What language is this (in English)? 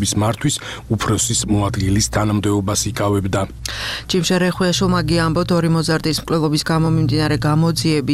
Georgian